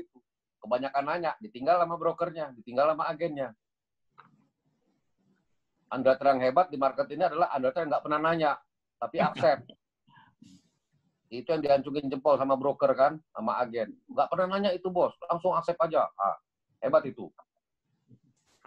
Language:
Indonesian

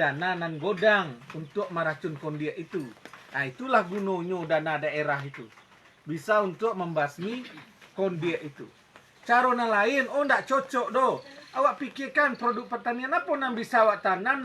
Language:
Minangkabau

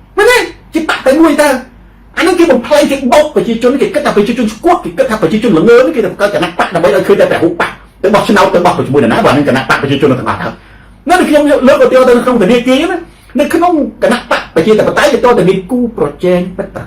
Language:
Khmer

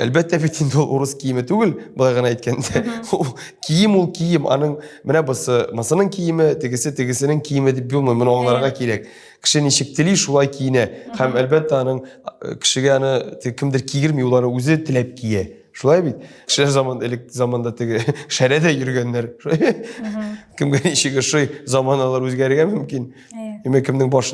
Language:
Tatar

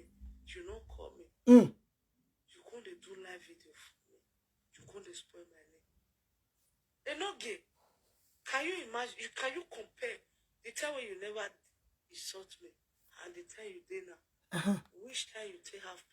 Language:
Nigerian Pidgin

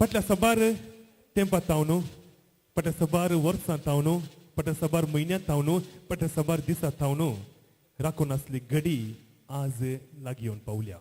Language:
Konkani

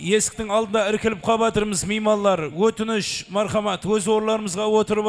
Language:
Kara-Kalpak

